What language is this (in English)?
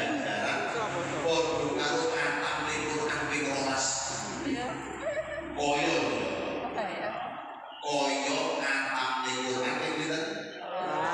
Javanese